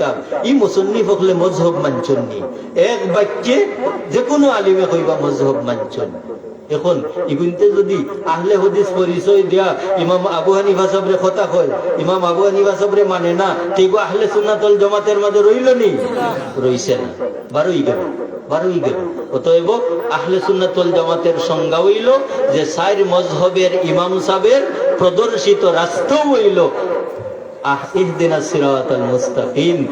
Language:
Sylheti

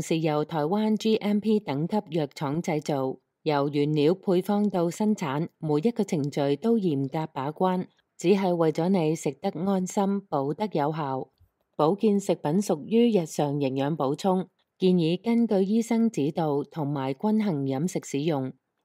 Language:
Cantonese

